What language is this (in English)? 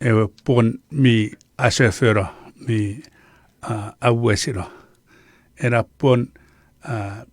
Chuukese